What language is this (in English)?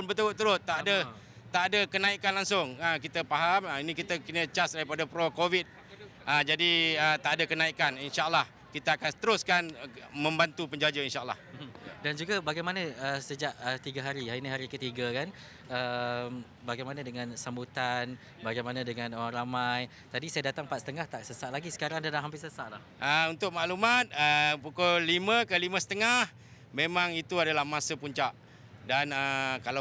Malay